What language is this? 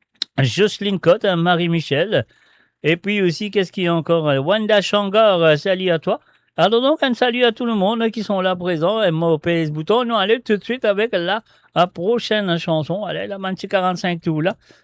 Morisyen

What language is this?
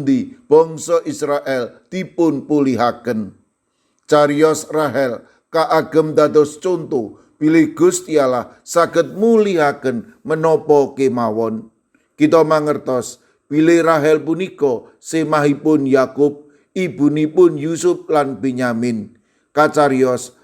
Javanese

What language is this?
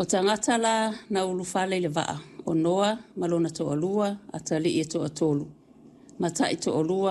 Samoan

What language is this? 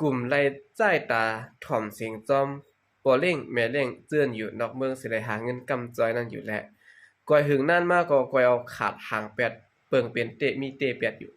Shan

